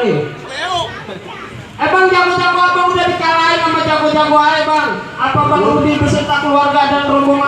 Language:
Betawi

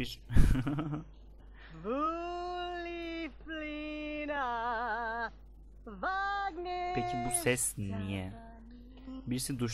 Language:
Turkish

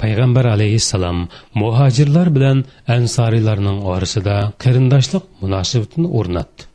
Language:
Uyghur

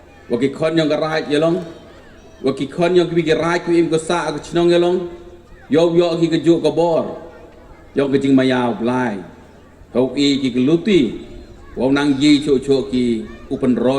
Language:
Pnar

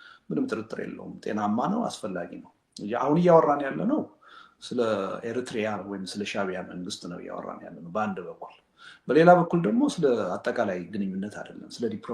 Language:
Amharic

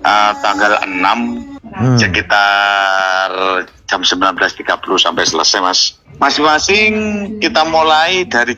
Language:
Indonesian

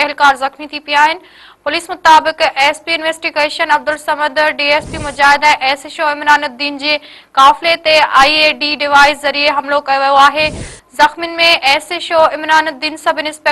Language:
Sindhi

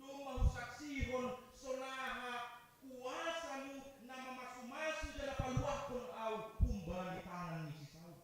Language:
Batak Simalungun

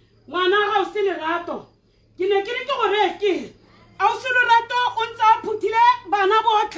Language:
Tswana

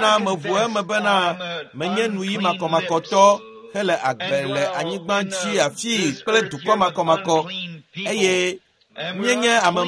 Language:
Ewe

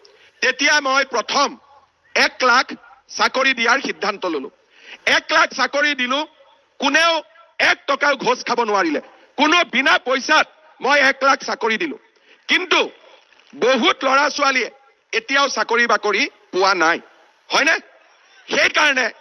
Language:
Assamese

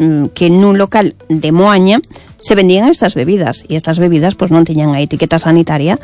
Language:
Galician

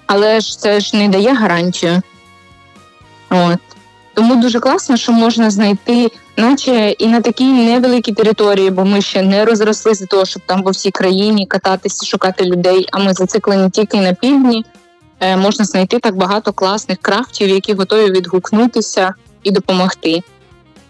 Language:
Ukrainian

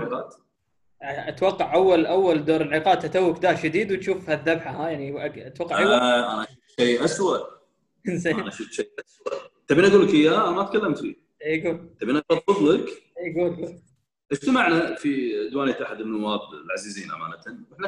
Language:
Gulf Arabic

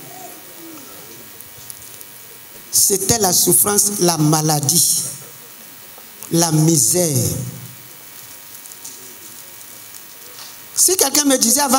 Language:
French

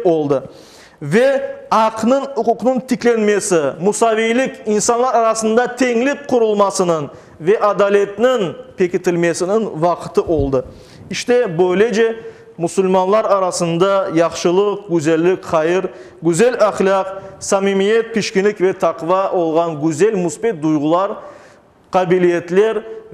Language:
Crimean Tatar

